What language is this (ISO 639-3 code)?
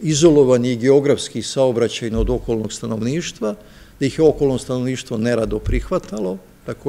srp